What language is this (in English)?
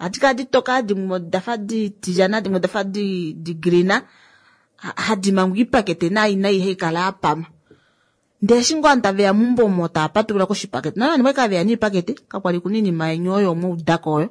Kuanyama